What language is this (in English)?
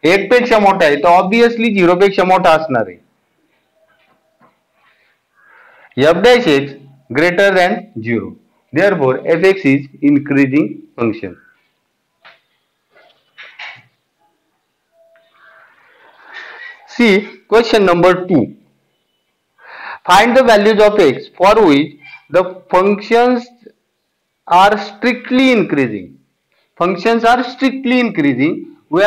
Marathi